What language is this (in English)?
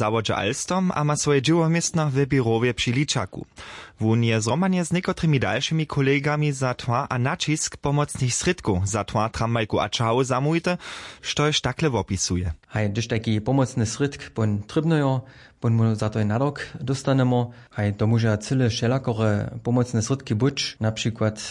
Upper Sorbian